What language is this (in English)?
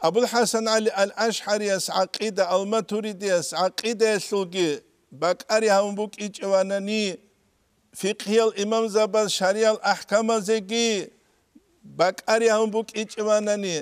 Avaric